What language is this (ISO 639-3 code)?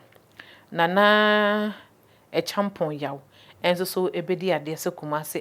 aka